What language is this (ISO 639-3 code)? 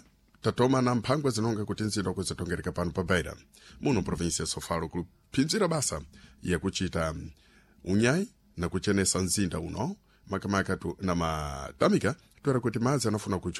seh